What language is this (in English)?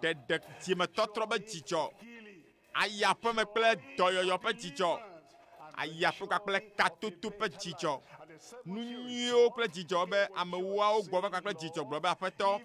Ewe